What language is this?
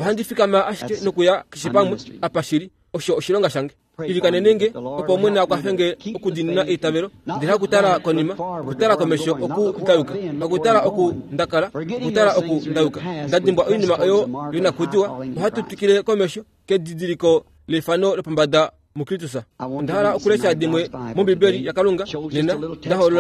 Kuanyama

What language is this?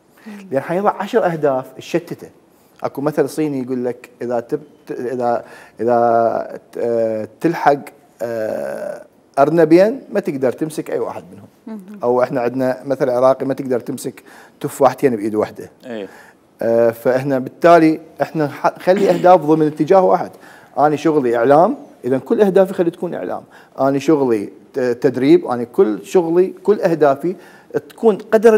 Mesopotamian Arabic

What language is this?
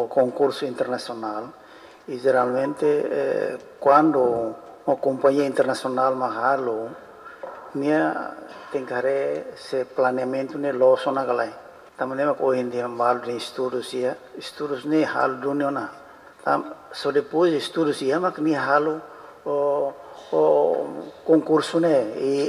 Tetum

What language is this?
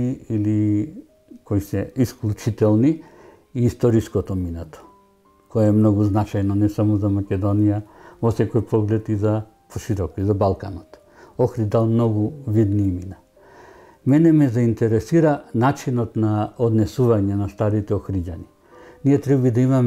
Macedonian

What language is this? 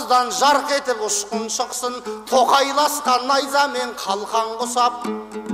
Kazakh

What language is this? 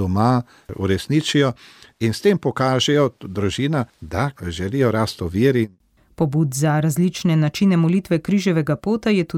Slovenian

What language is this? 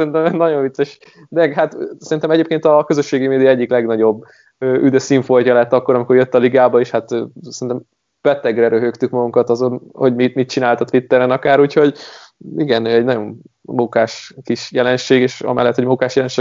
Hungarian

